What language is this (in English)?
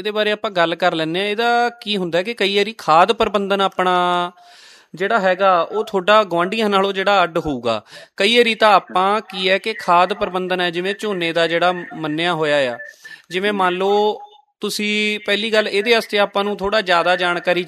Punjabi